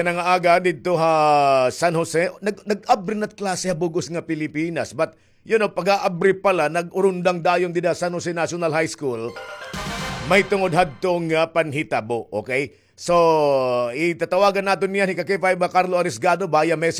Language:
Waray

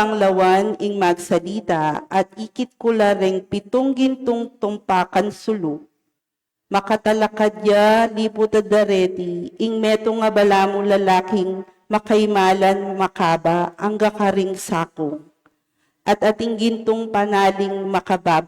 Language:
Pampanga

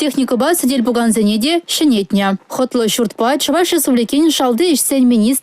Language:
Chuvash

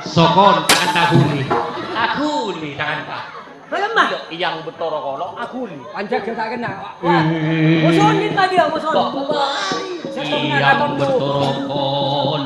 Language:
Madurese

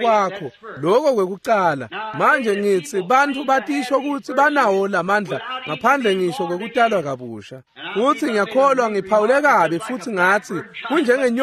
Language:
Swati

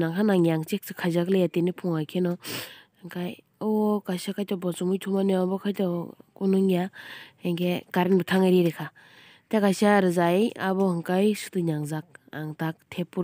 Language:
Kok Borok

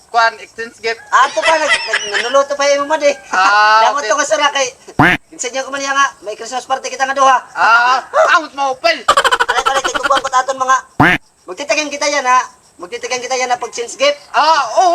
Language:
Waray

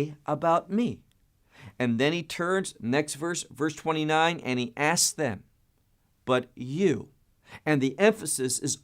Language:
English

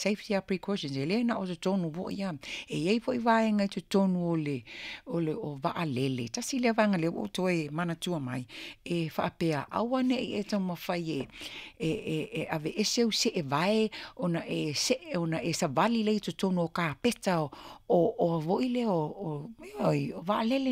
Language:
Samoan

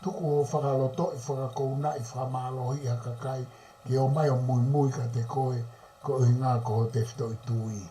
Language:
Tongan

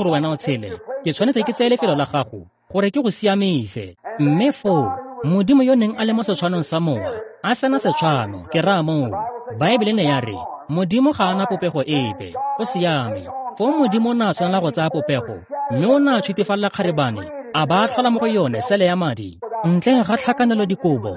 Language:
Tswana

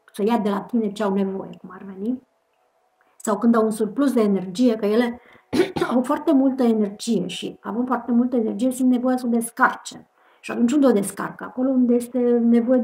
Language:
Romanian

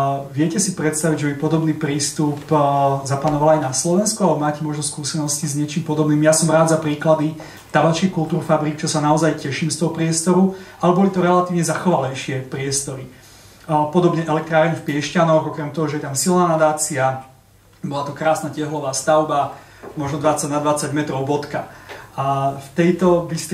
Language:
Slovak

